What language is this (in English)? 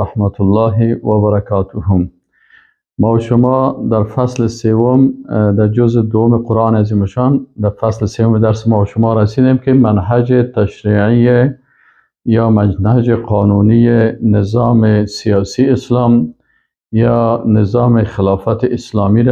Persian